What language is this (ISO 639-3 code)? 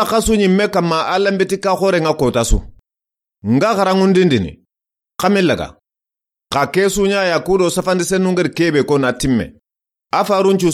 snk